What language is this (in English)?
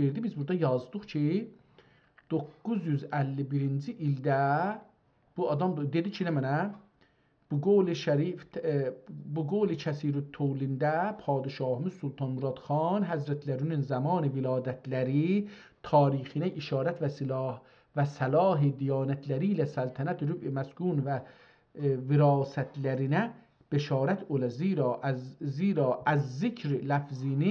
South Azerbaijani